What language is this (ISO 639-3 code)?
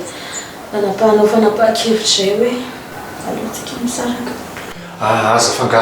mlg